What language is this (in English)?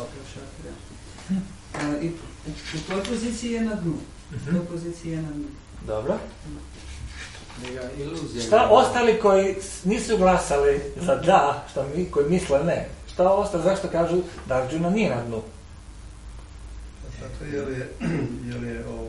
Croatian